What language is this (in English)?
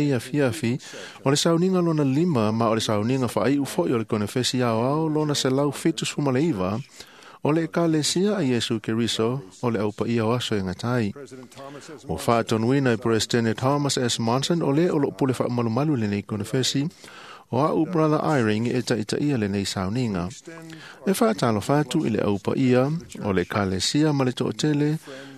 Samoan